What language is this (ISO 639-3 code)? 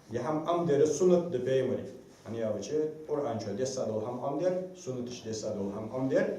inh